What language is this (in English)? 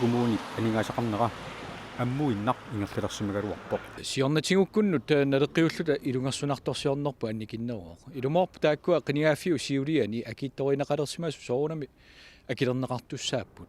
Kalaallisut